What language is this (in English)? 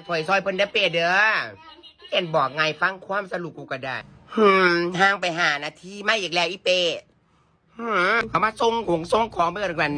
Northeastern Thai